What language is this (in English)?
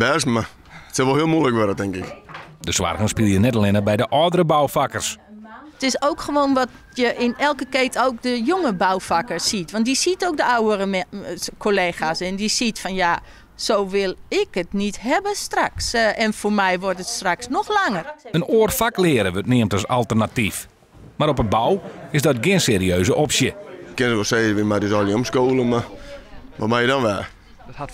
Western Frisian